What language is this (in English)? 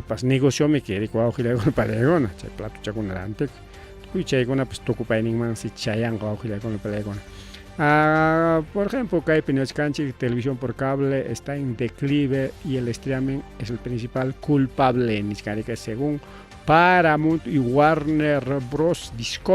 Ayacucho Quechua